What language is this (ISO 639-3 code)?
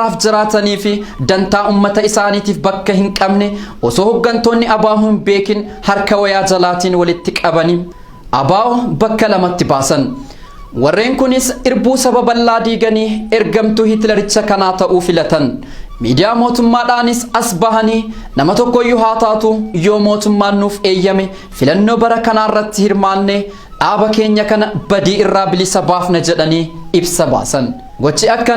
orm